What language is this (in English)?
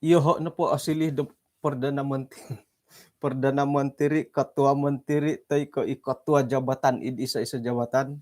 Central Dusun